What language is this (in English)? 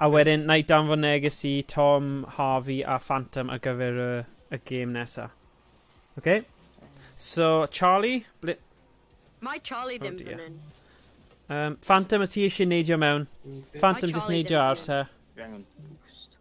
Welsh